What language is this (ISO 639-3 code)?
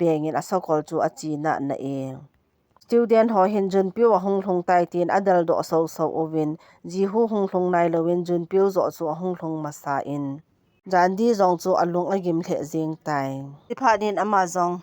tcz